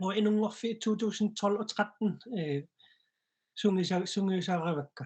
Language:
Kalaallisut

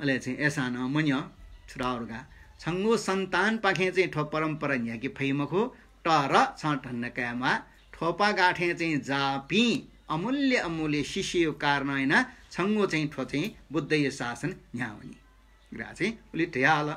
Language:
Newari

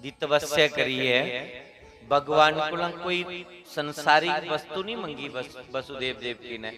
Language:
Dogri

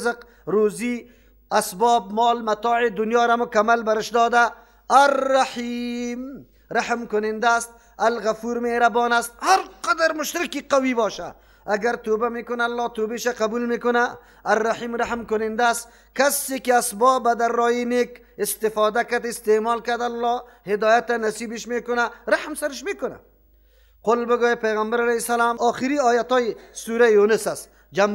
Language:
Persian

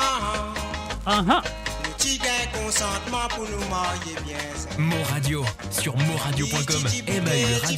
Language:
Morisyen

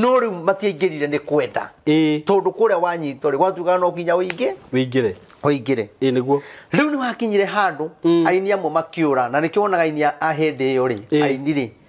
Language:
Kikuyu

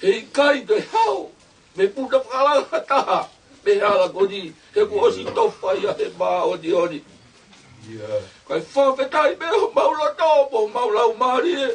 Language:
Tongan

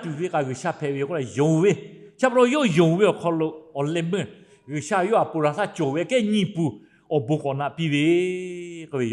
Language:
Lahu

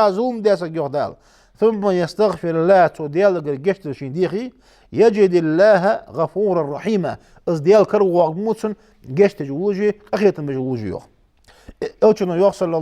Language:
Ingush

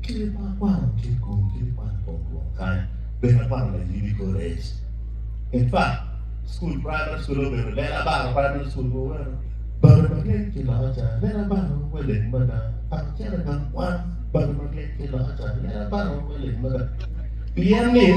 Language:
Acoli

